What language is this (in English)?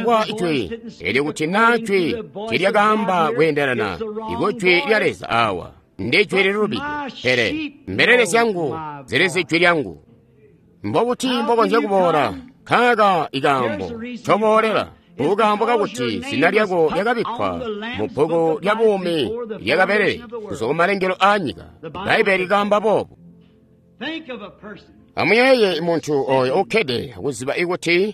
Tonga (Zambia)